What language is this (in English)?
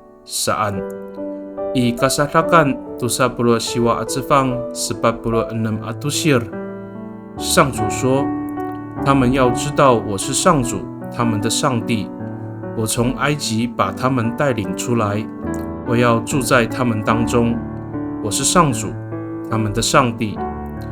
Amis